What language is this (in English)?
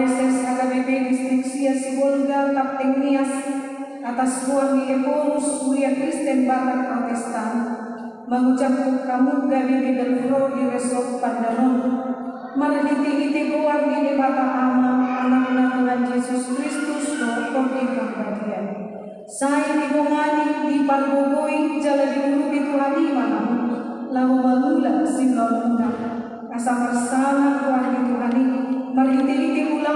Batak Toba